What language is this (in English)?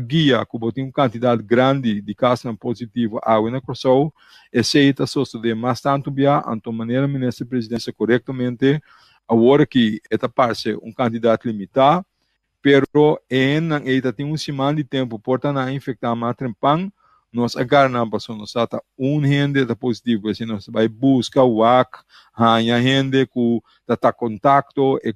Papiamento